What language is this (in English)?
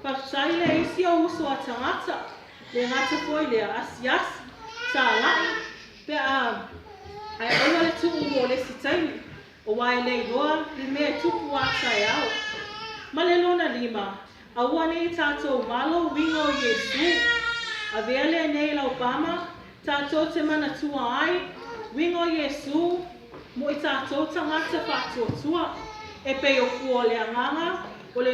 Samoan